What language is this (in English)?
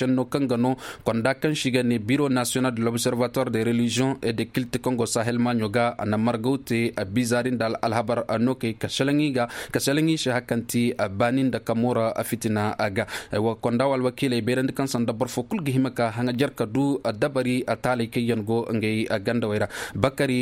Koyraboro Senni